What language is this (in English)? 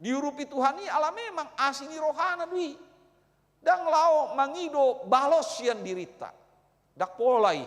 Batak Toba